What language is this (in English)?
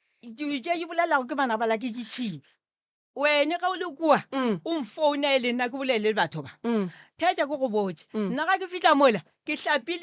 Northern Sotho